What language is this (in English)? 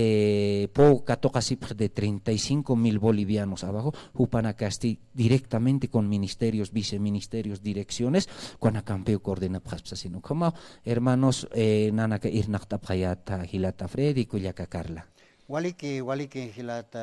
Aymara